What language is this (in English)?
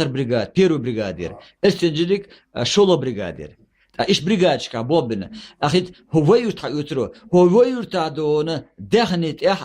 Chechen